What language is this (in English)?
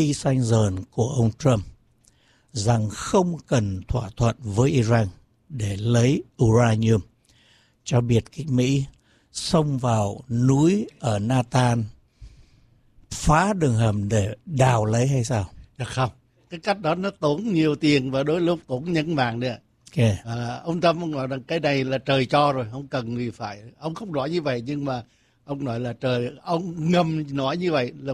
Vietnamese